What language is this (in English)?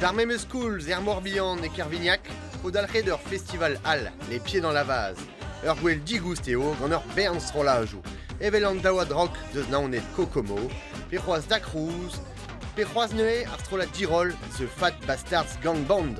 Breton